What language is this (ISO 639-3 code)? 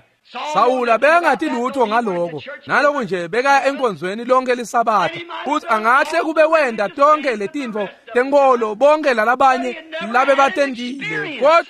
ssw